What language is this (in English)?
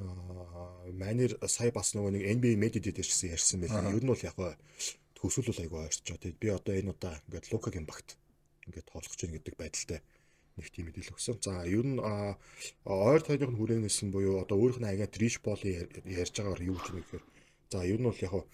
Mongolian